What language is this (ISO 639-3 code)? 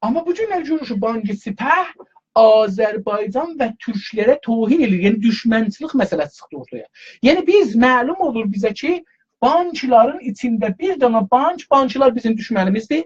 azb